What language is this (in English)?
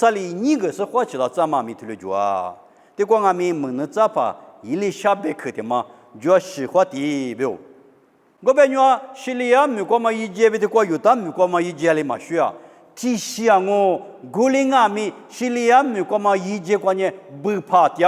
Lisu